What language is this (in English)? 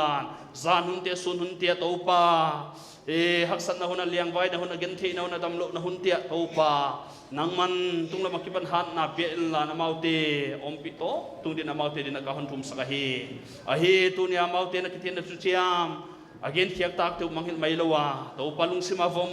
Paite Chin